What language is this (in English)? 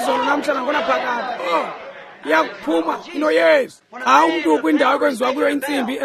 Xhosa